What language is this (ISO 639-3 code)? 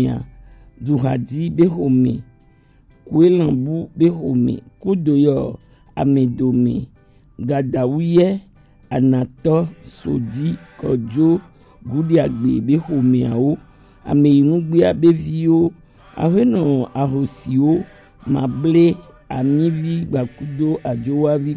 gej